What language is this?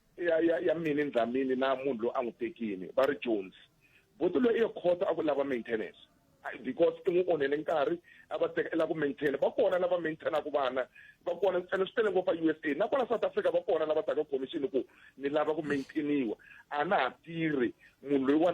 Tsonga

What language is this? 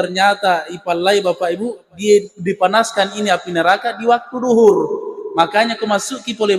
Buginese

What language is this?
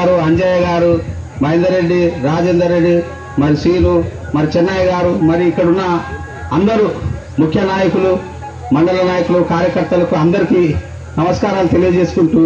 Telugu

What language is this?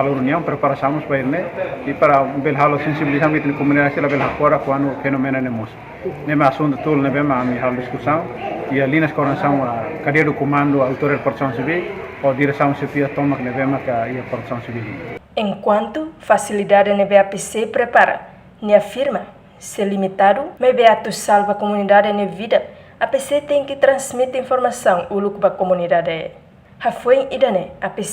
Tetum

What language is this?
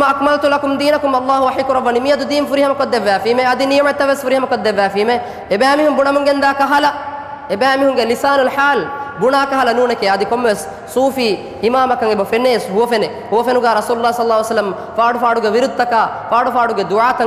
Divehi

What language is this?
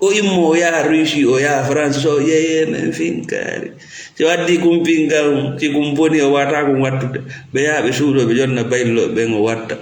Fula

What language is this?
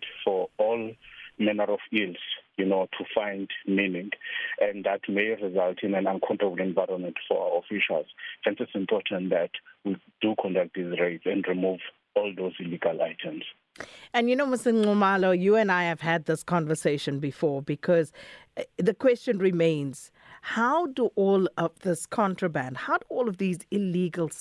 English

